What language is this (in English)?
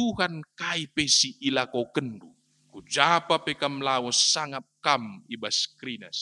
Batak Karo